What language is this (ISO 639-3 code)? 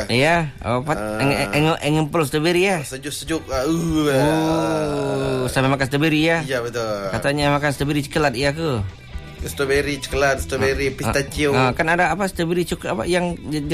msa